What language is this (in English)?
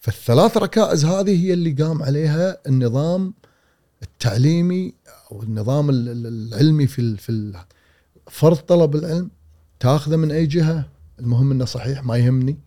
Gulf Arabic